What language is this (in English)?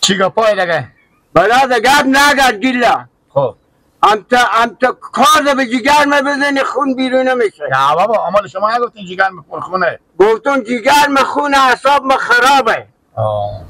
Persian